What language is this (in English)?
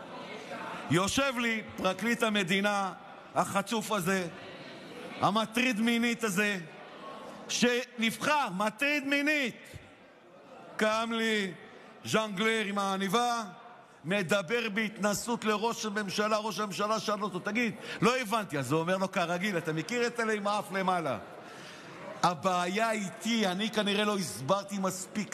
Hebrew